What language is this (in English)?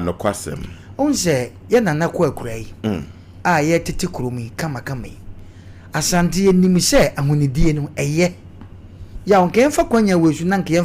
Akan